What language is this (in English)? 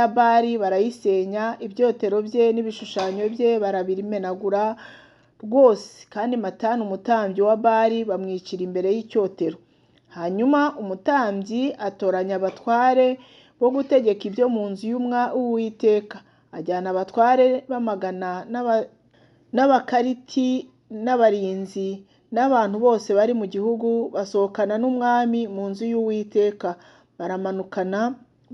Kinyarwanda